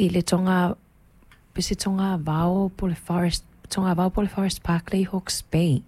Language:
Samoan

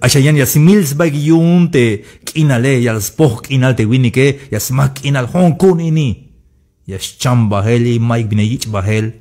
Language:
Tzeltal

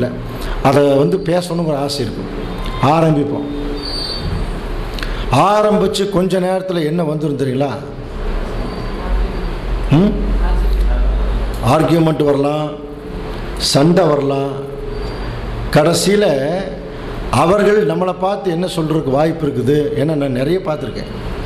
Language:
Tamil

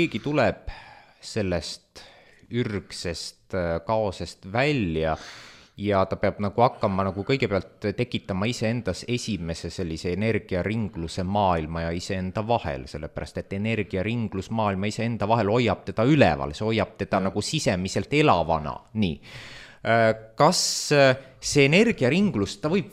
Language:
Estonian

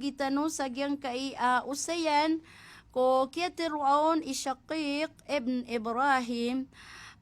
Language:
Maranao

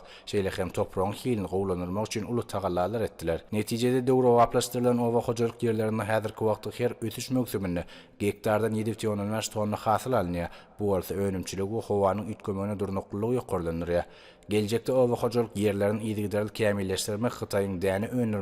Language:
Turkmen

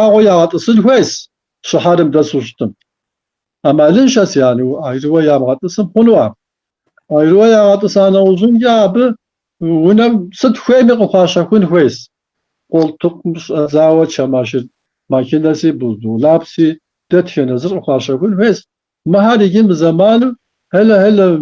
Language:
Kabardian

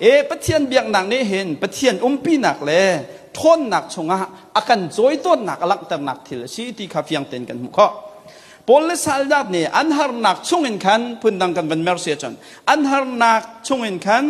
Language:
Hakha Chin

